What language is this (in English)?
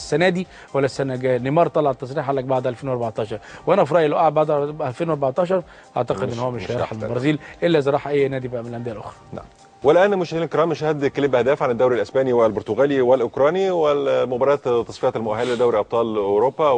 Egyptian Arabic